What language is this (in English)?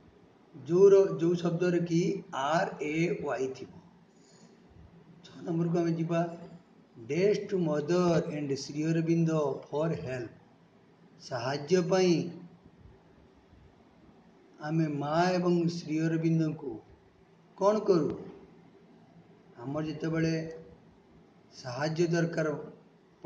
Odia